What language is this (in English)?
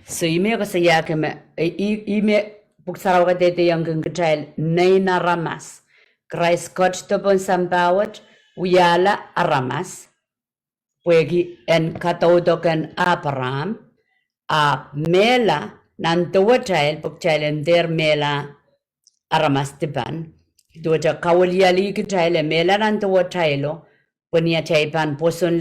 Pohnpeian